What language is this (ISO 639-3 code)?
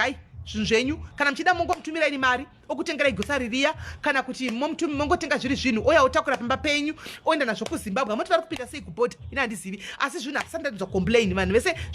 sna